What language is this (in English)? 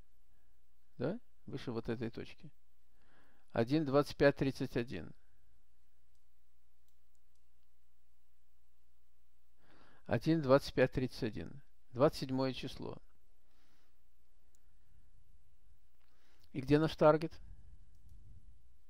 Russian